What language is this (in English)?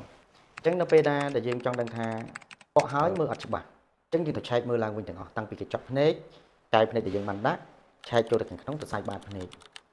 Khmer